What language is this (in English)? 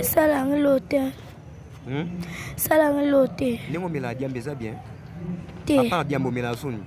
Lingala